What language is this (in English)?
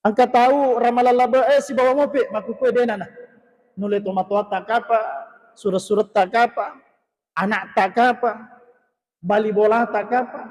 Buginese